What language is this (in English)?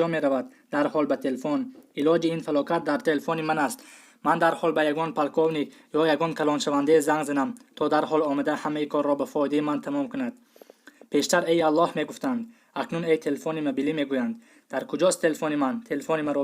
Tajik